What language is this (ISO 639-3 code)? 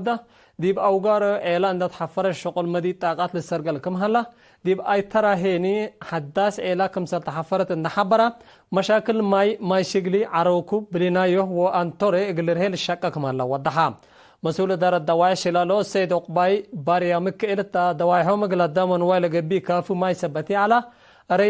tig